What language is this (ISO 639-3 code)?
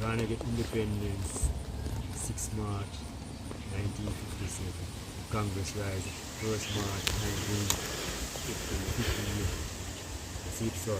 jam